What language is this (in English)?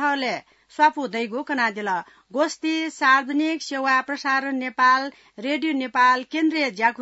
Newari